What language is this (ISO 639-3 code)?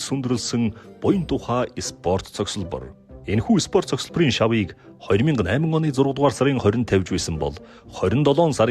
mon